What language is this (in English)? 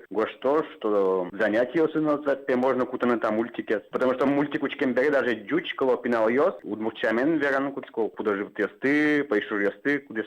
Udmurt